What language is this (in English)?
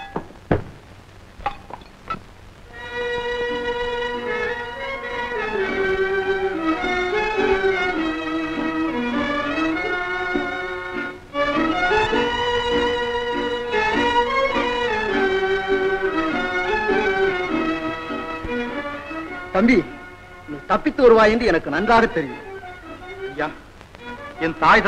Tamil